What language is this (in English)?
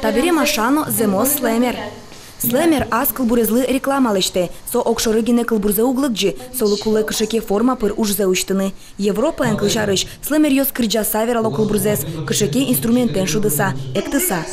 Udmurt